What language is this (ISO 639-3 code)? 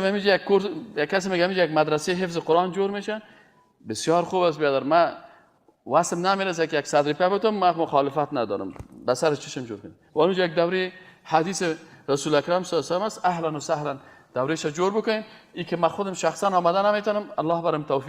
fas